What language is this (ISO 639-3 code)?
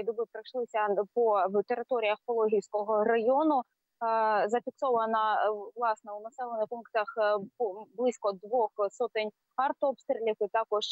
ukr